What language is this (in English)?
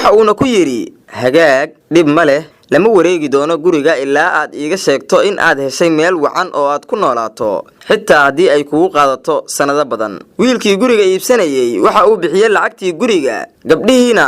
Somali